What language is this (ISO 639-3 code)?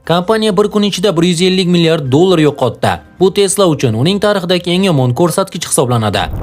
uzb